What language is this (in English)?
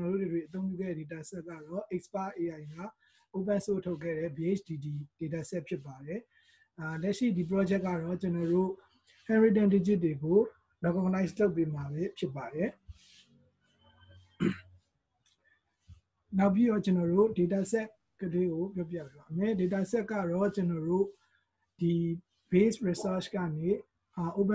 Burmese